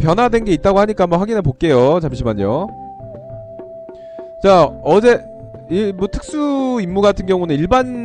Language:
Korean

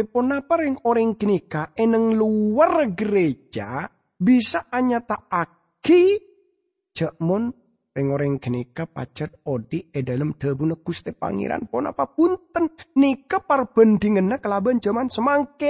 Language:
Madurese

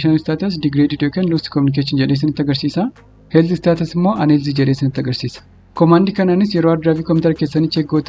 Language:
Oromo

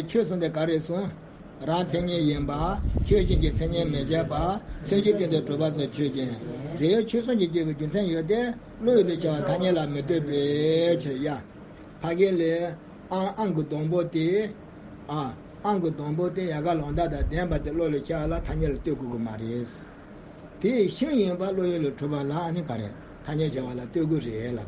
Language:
Tibetan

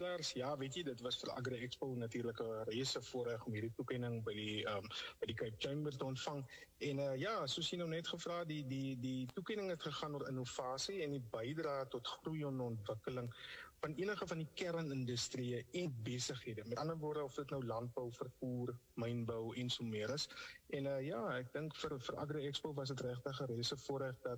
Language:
Afrikaans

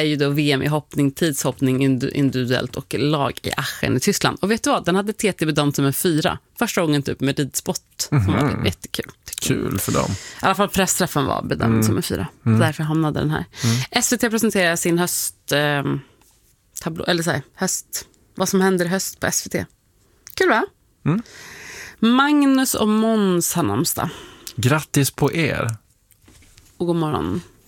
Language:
Swedish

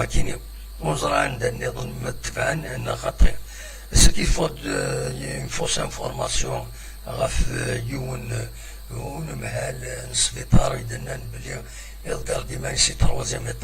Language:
Kabyle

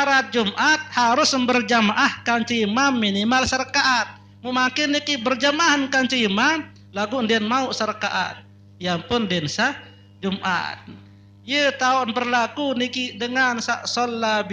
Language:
Sasak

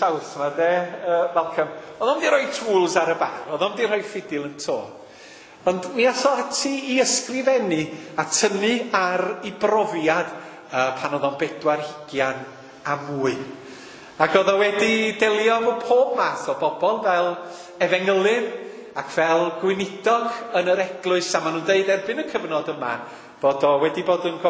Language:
Welsh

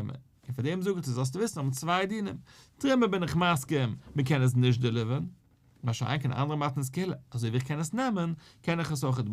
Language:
Yiddish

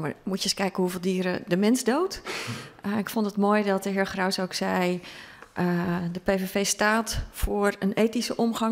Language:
Dutch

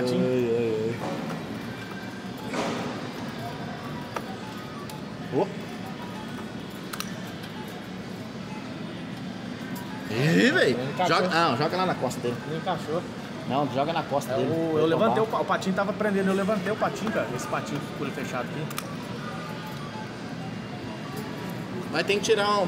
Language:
Portuguese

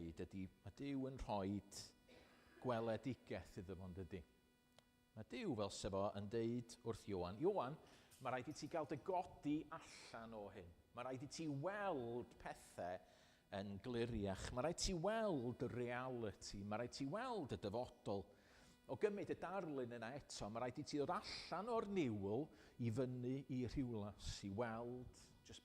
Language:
Welsh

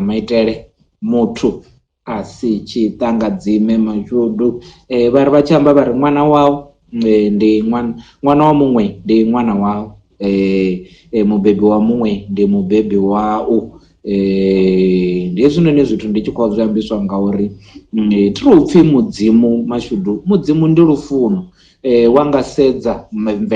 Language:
Venda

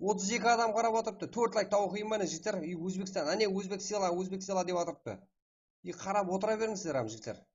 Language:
Kara-Kalpak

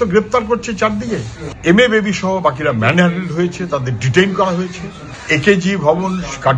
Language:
Bangla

